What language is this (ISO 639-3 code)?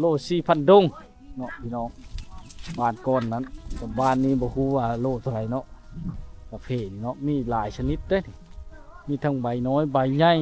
lao